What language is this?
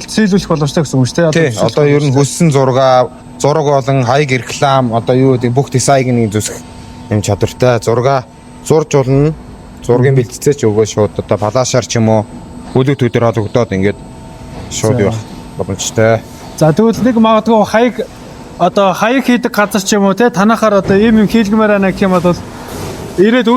Mongolian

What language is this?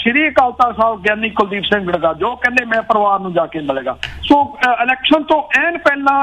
Punjabi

